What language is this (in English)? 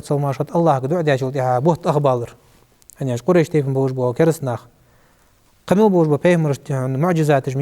Ingush